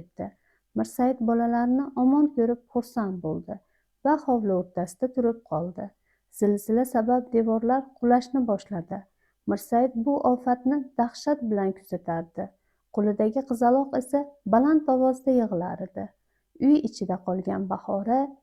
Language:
Uzbek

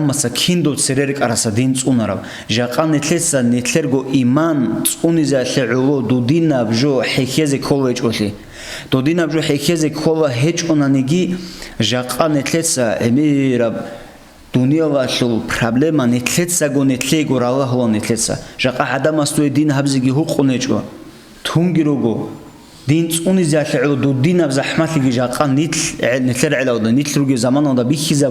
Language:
Avaric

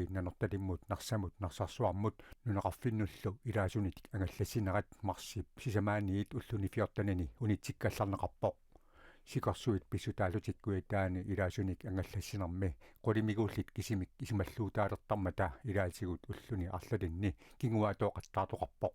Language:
Kalaallisut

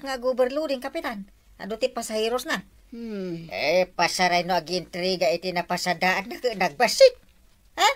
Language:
Iloko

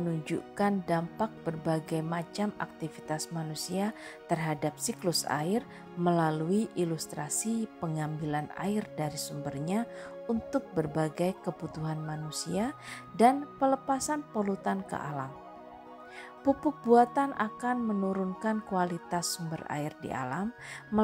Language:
Indonesian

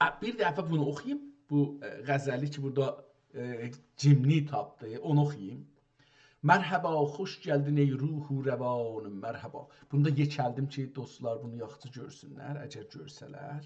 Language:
South Azerbaijani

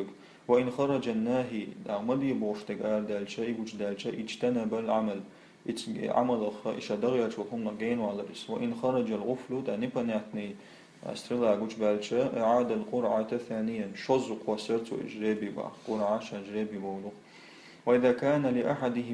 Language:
Chechen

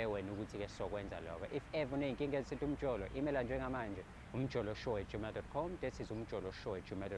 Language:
Zulu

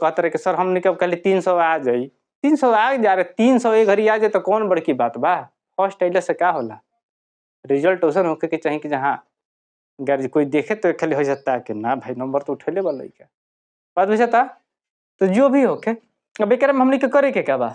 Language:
Bhojpuri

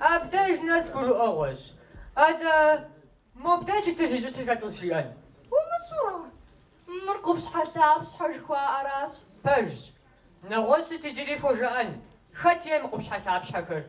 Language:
Kabardian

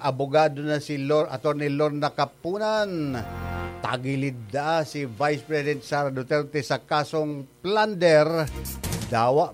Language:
Bikol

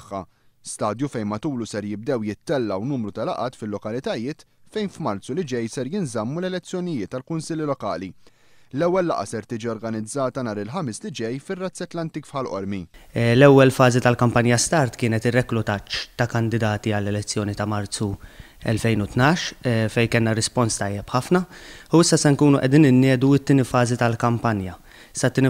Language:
Maltese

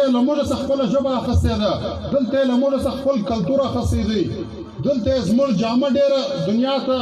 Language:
Pashto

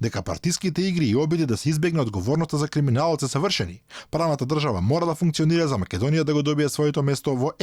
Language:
Macedonian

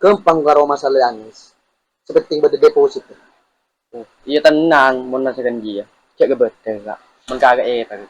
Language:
Madurese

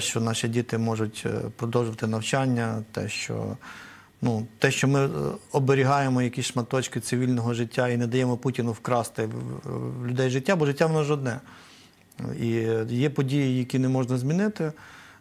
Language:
Ukrainian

